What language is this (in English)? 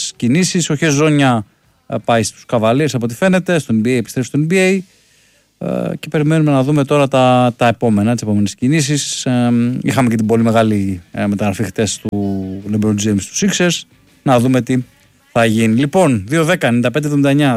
Greek